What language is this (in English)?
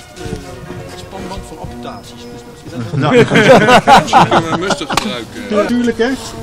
Dutch